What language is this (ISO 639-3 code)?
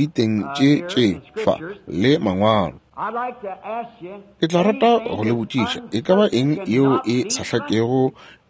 nso